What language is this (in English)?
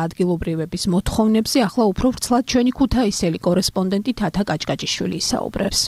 Georgian